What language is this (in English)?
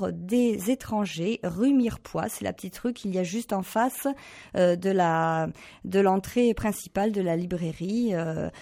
French